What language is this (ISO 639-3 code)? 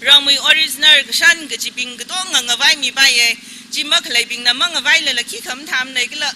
nmf